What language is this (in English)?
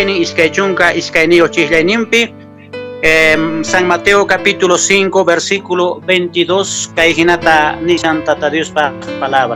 Quechua